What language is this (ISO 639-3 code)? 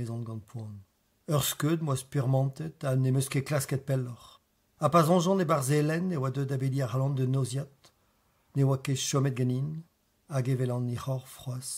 bre